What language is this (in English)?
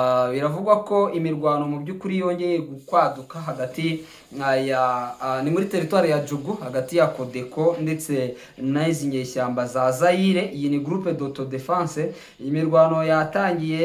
Kinyarwanda